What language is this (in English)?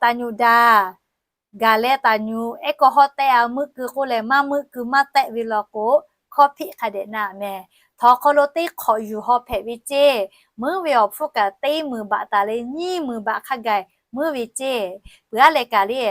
Lahu